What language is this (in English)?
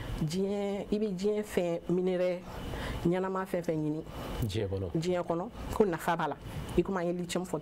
Bambara